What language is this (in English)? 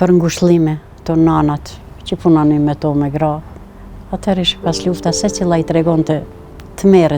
Albanian